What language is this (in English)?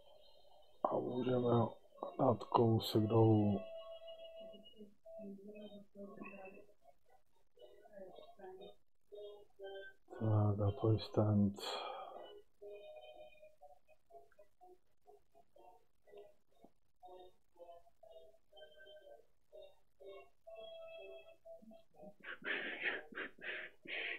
Czech